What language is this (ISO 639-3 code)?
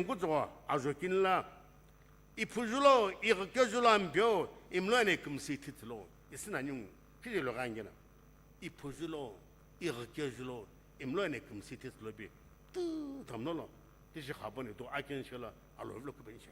nsm